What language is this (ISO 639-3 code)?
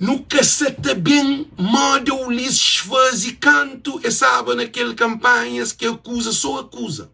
kea